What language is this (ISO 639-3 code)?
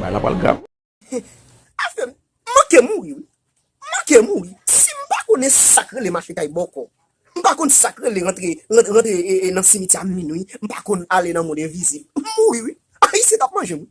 hat